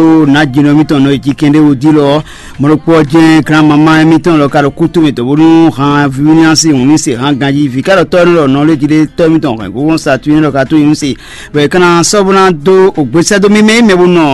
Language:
Fon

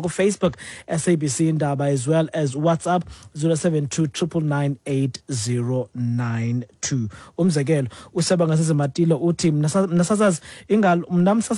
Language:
Xhosa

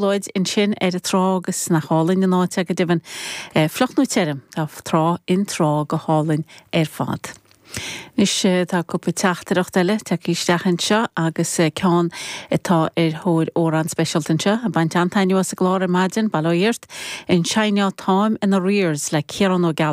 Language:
Irish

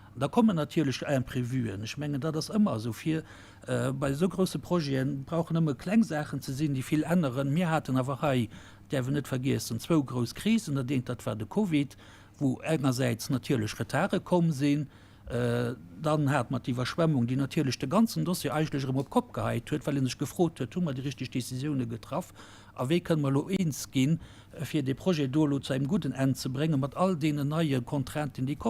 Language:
Luxembourgish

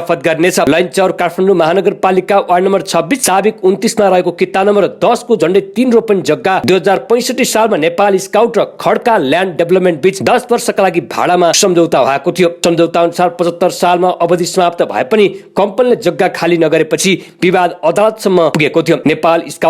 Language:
Nepali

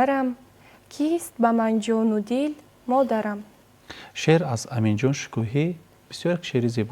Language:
Tajik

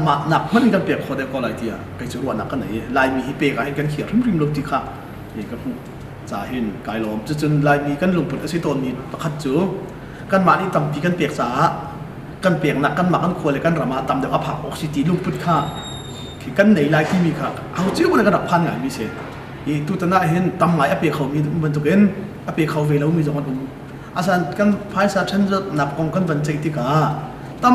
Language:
Hakha Chin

